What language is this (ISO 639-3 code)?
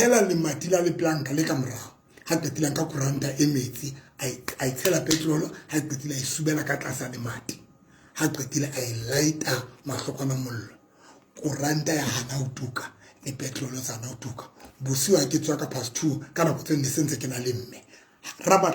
sot